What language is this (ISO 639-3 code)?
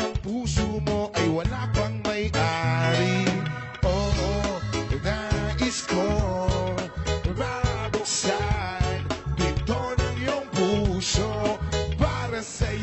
fil